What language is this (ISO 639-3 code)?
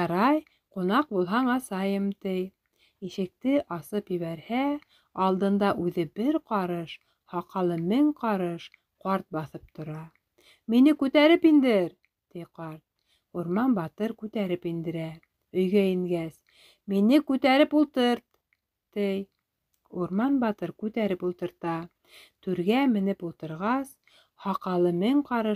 bak